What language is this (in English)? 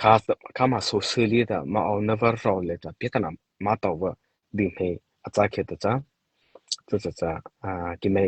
Mara Chin